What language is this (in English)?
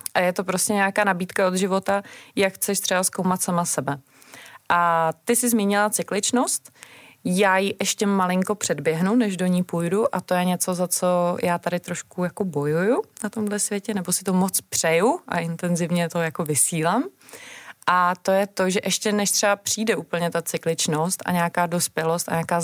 Czech